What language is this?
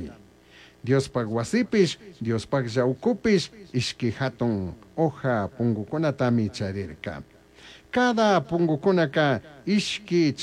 Chimborazo Highland Quichua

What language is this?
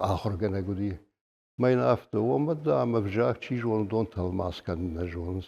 Ossetic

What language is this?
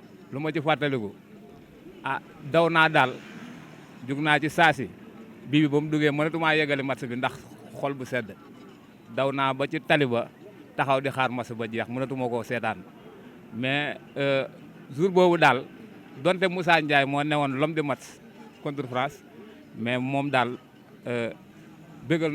Wolof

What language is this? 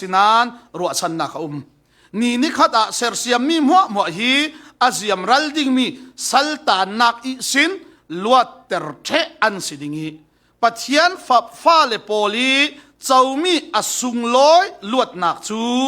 Falam Chin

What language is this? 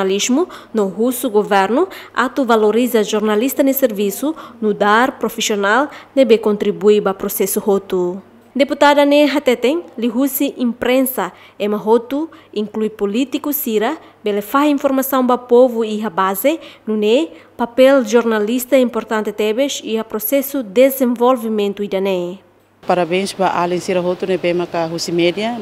Tetum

